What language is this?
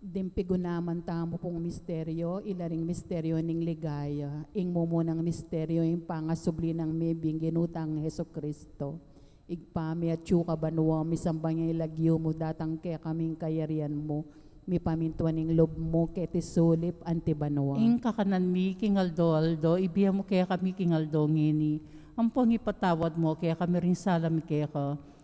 Pampanga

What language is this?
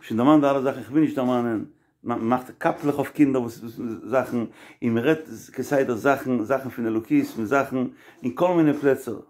Yiddish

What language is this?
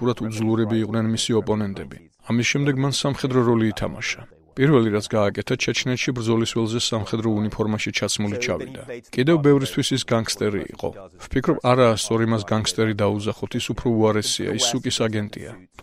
Georgian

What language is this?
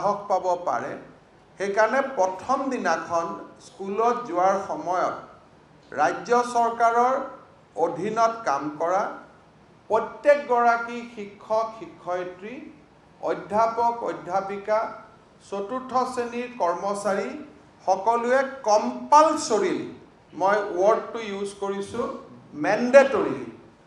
Assamese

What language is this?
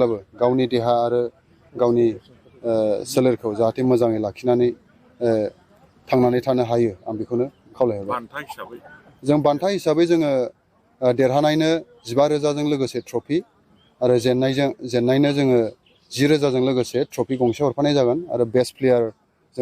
Bodo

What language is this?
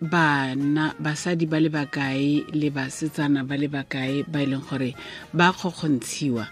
Tswana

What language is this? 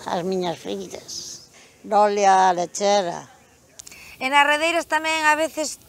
Galician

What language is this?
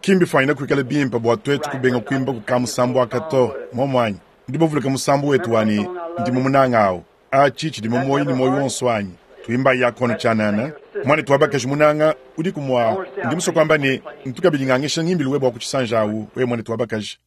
Luba-Lulua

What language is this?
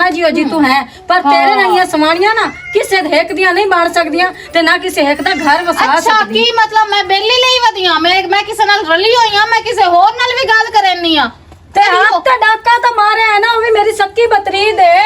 Western Panjabi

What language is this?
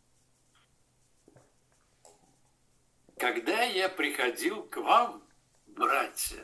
Russian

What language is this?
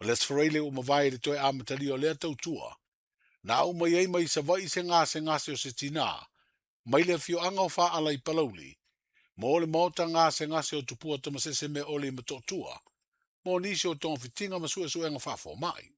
Samoan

